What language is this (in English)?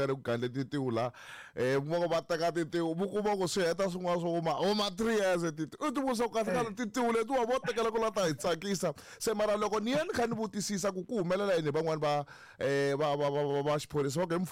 Tsonga